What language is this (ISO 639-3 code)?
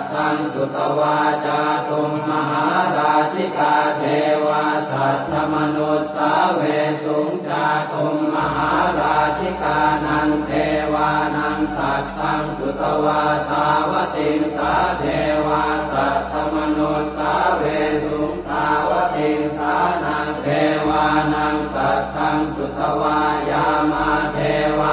pli